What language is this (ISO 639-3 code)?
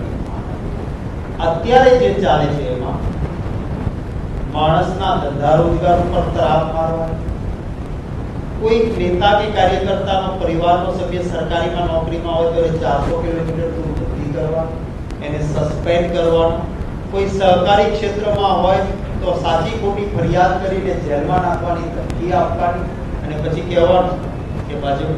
guj